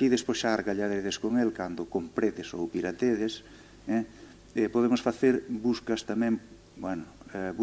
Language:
Galician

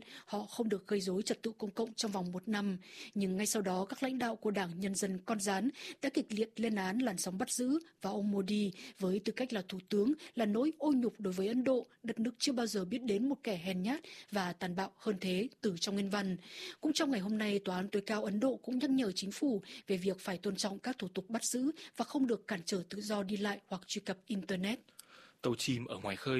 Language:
Vietnamese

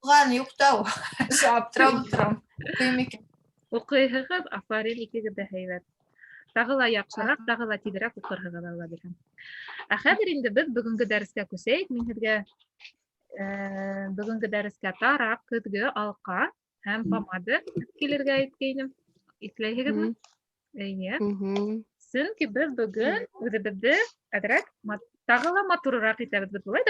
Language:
Bashkir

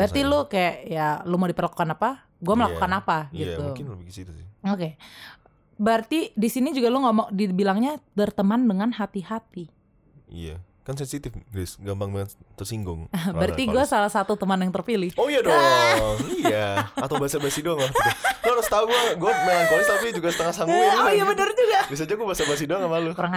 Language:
Indonesian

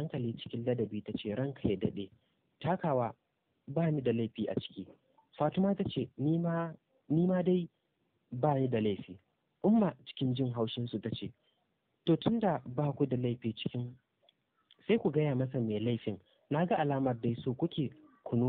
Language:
Hausa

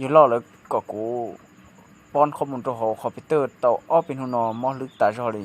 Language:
Hmong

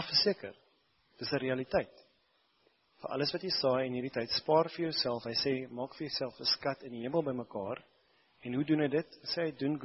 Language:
Afrikaans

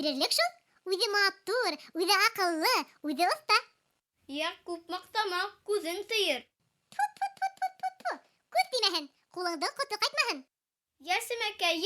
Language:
Bashkir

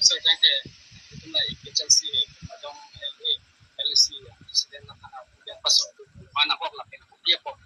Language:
Karbi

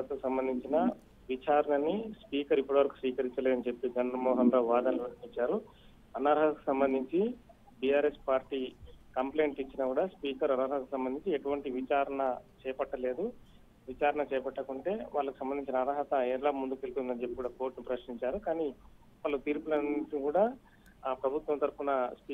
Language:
Telugu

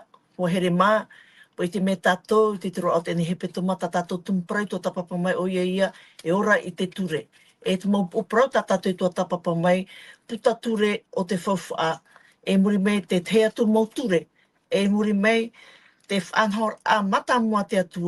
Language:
Tahitian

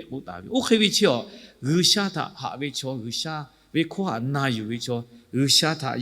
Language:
Lahu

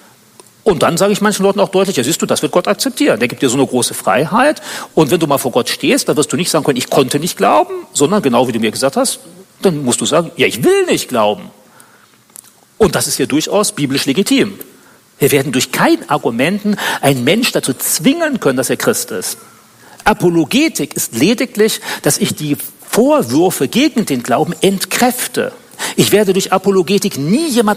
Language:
German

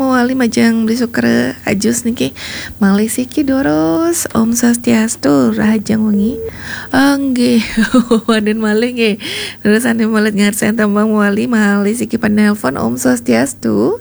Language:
Balinese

